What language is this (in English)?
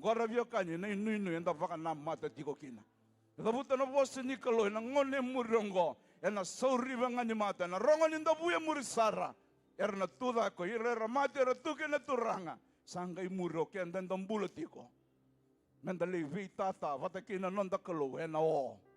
Fijian